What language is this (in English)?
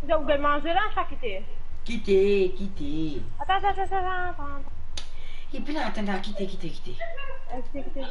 Morisyen